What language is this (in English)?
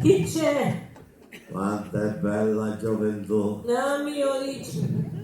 Sicilian